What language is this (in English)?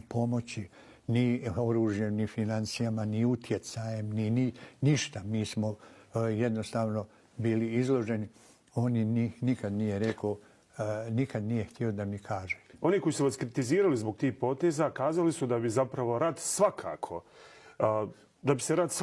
Bosnian